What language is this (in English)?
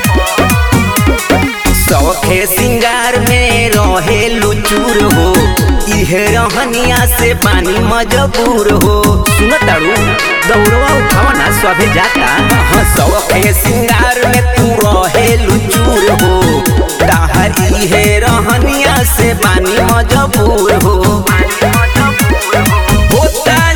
Bhojpuri